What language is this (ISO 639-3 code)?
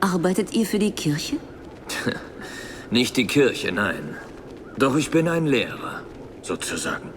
bar